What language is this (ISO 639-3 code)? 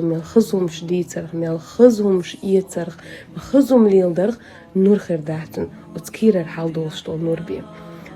che